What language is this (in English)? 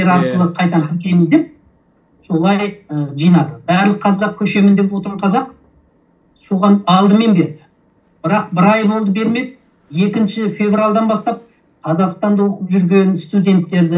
Kazakh